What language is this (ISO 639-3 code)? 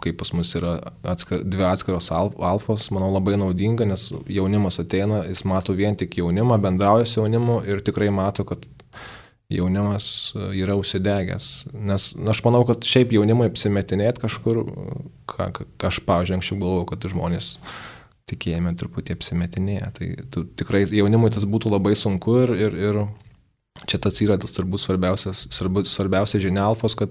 lit